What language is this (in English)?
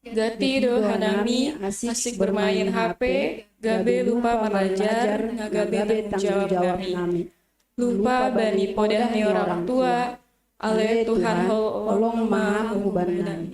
Batak Simalungun